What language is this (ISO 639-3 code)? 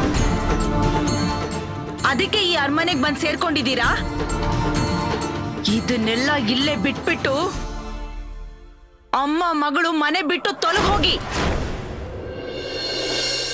kan